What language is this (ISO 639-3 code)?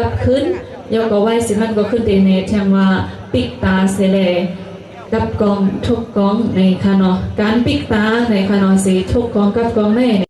shn